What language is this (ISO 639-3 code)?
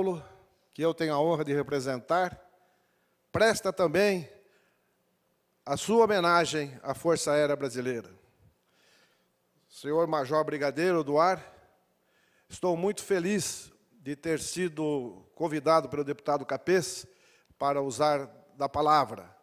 por